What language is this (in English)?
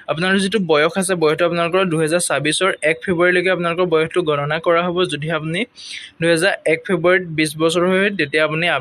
Assamese